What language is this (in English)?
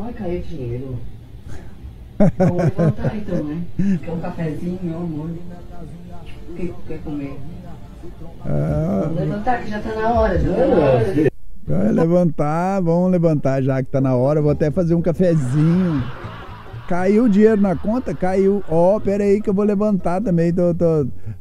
Portuguese